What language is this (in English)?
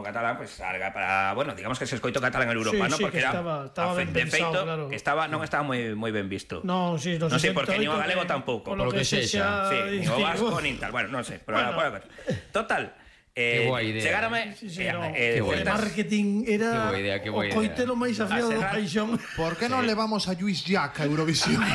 Galician